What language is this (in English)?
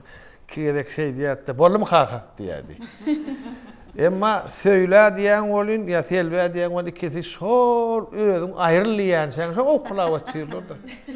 Turkmen